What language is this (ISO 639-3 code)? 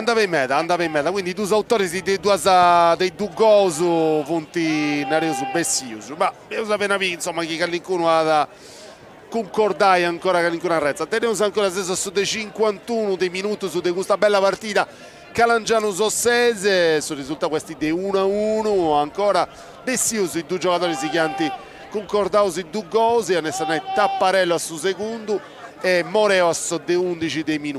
srd